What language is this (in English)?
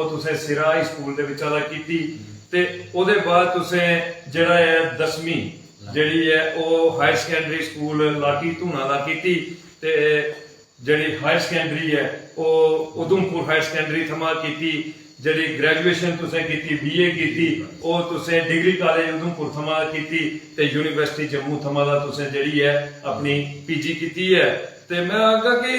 Dogri